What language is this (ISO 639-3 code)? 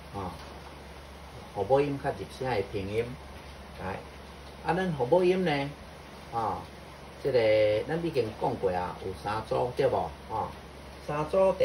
nan